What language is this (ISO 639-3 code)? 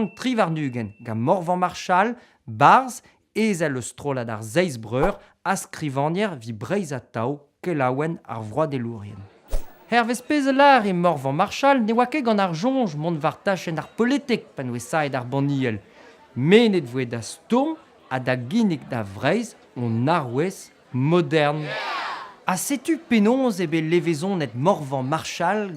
bre